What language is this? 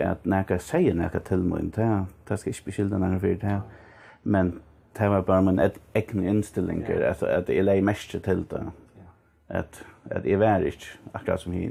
Faroese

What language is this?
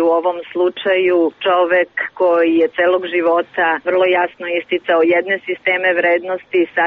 Serbian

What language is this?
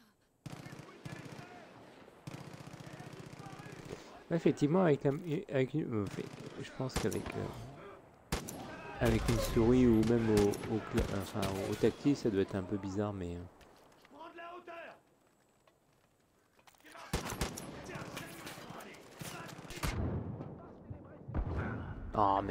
French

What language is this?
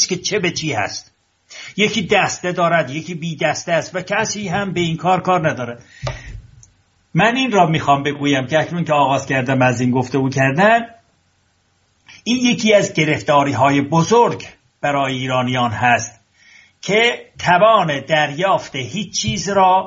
Persian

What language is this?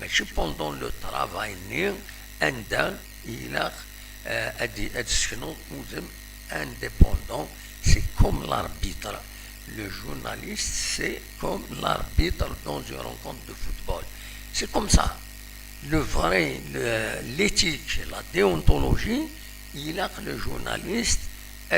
Kabyle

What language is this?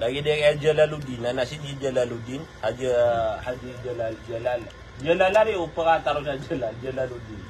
Maranao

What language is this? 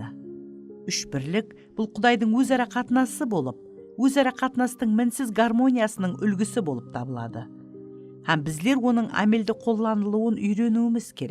Kara-Kalpak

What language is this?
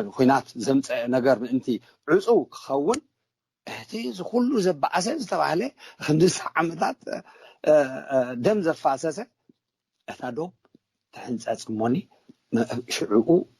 Tigrinya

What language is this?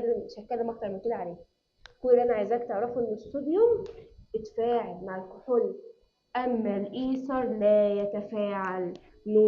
Egyptian Arabic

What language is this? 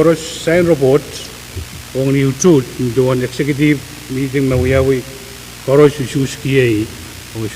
Pohnpeian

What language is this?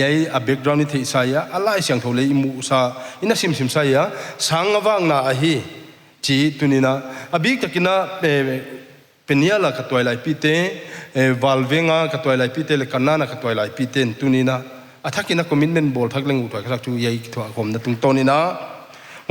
Paite Chin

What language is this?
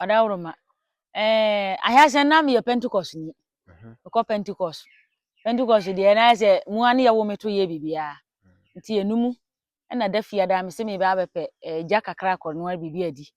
Akan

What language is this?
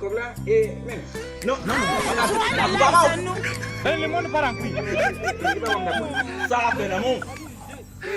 Haitian Creole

